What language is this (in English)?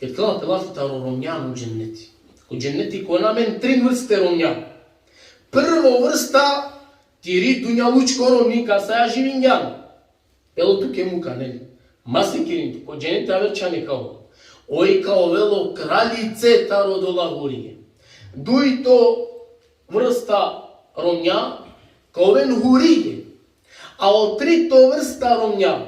Balkan Romani